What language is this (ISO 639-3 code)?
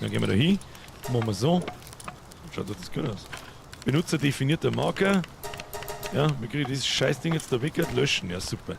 bar